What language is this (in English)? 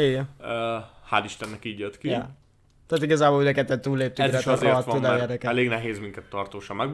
Hungarian